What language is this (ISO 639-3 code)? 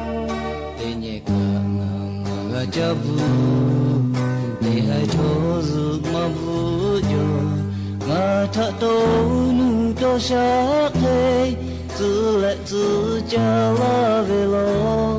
lhu